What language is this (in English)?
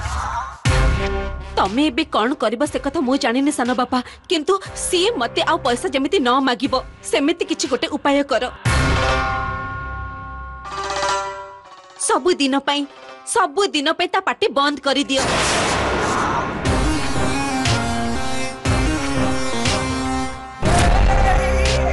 Odia